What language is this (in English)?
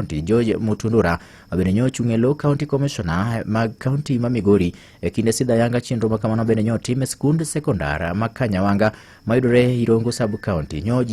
Luo (Kenya and Tanzania)